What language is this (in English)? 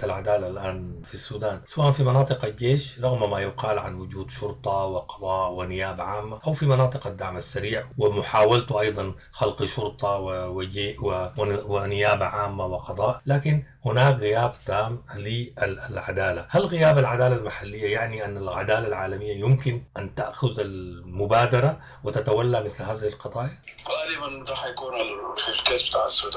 Sudanese Arabic